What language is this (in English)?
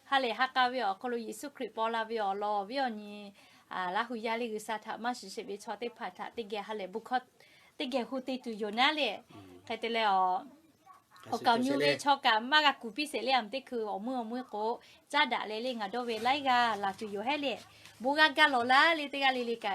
Lahu